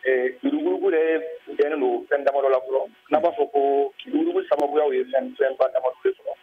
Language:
Bambara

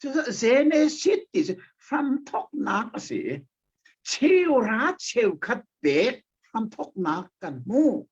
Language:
Hakha Chin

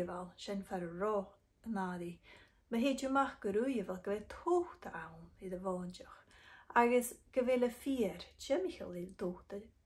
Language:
Scottish Gaelic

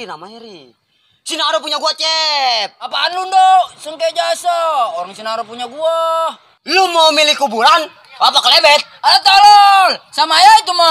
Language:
Betawi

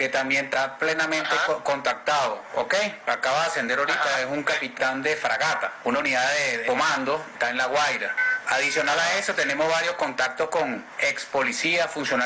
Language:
Spanish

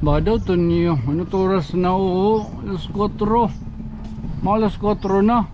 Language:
Waray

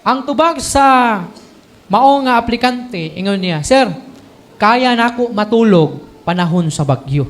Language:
Cebuano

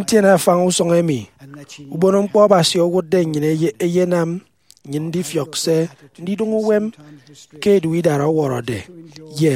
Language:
Efik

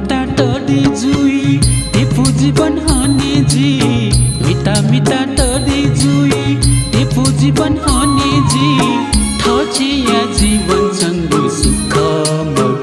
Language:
Newari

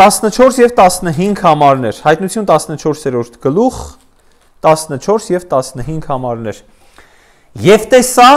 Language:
Armenian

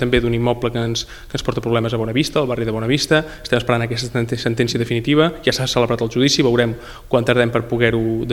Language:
Catalan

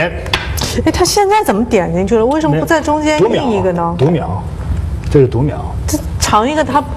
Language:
Chinese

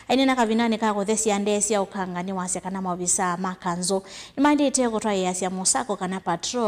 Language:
Kamba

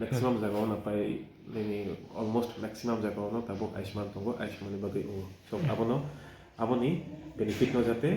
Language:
Riang (India)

